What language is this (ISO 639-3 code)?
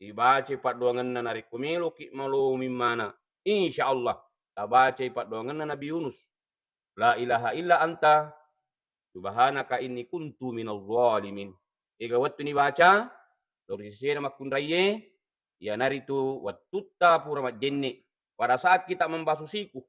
bug